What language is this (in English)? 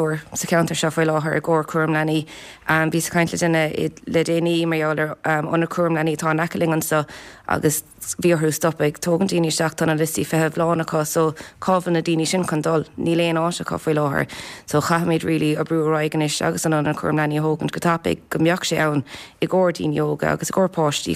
Irish